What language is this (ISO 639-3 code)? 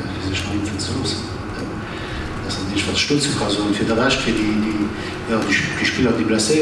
ltz